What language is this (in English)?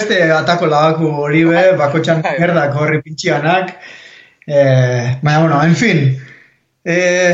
Basque